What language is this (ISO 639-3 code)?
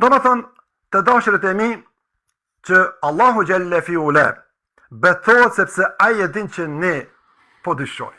sqi